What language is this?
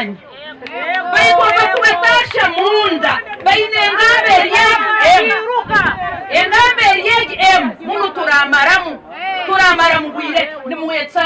Nyankole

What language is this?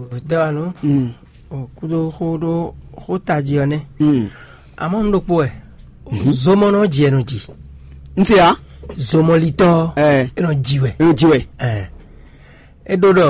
Fon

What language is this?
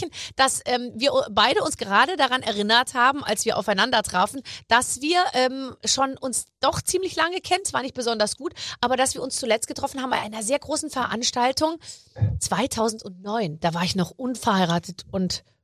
German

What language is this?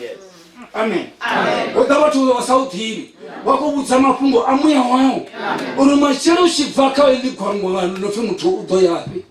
Venda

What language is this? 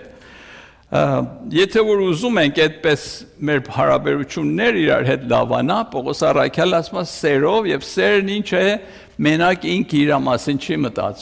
Armenian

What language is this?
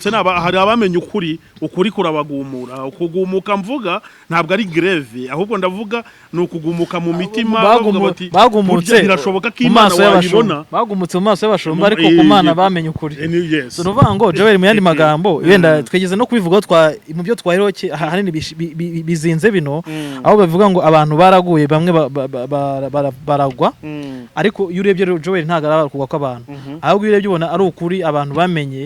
Kinyarwanda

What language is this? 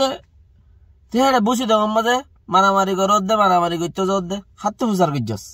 Rohingya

